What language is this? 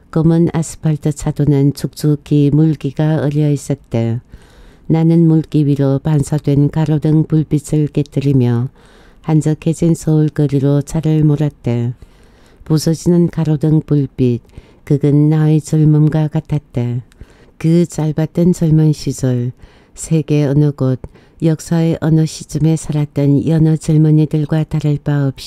Korean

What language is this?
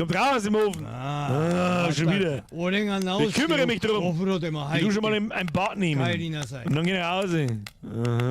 Bavarian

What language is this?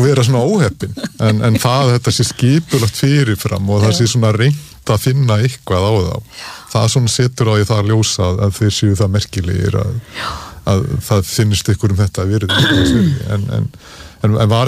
Icelandic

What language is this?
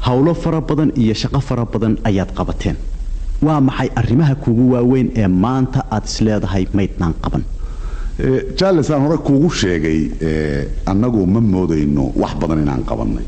Somali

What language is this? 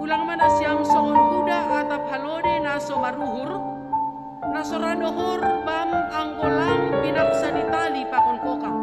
Batak Simalungun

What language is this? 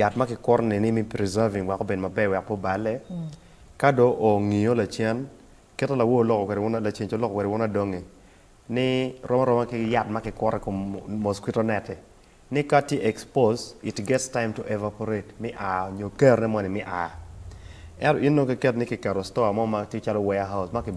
Acoli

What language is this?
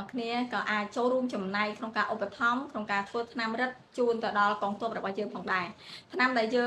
Khmer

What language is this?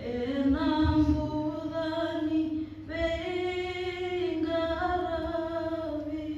Fijian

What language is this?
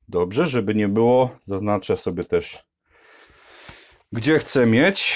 Polish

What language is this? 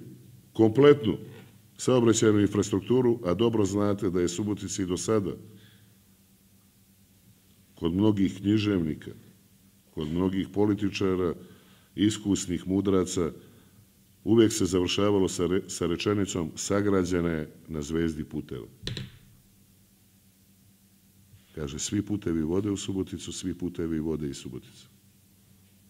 Serbian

